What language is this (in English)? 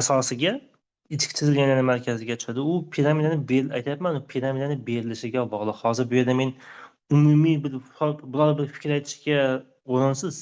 Uzbek